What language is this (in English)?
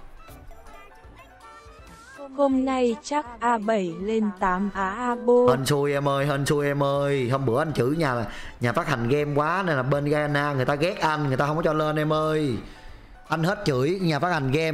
Vietnamese